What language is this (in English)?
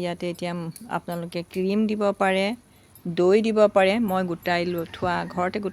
Assamese